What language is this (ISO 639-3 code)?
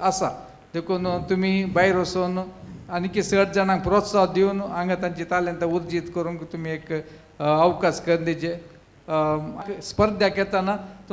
kok